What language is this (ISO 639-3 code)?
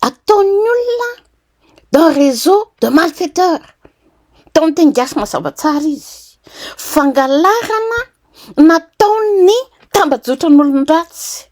mlg